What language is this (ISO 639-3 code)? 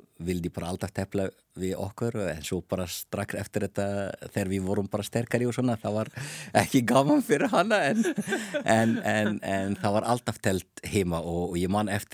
isl